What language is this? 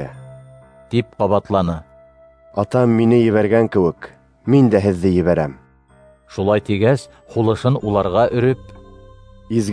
Bashkir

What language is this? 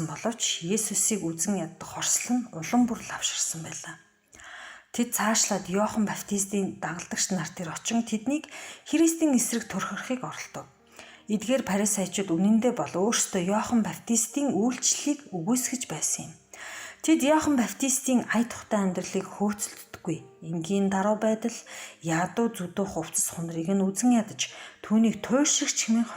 Mongolian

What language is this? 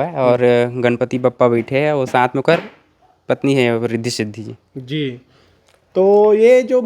Chhattisgarhi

